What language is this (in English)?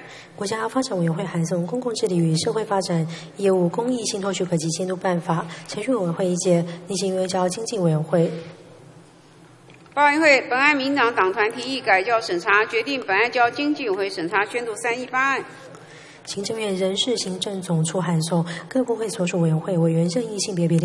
Chinese